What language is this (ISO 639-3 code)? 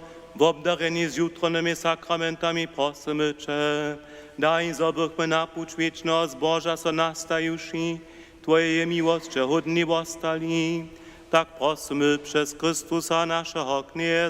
hsb